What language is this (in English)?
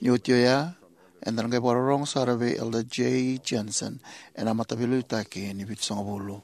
Fijian